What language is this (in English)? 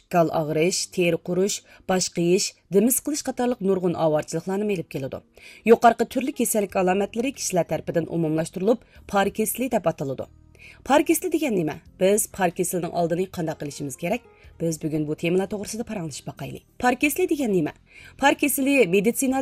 Uyghur